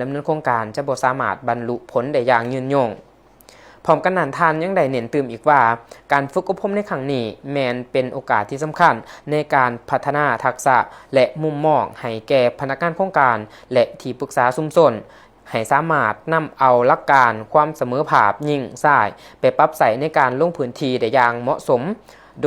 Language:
Lao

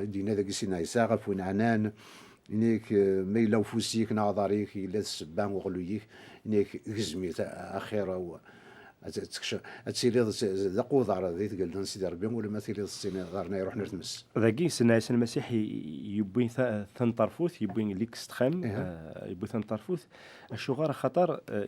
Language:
Kabyle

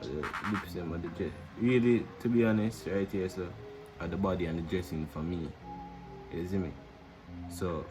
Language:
Jamaican Creole English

